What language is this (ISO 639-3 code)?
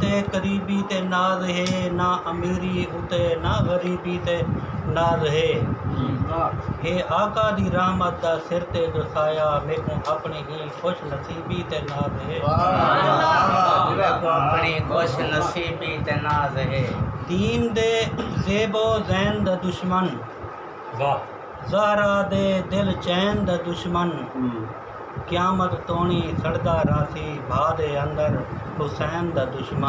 skr